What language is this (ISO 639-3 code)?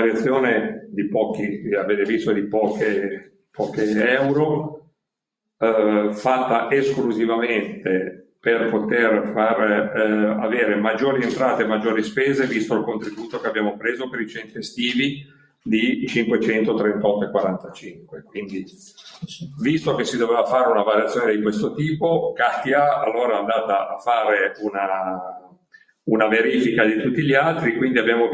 ita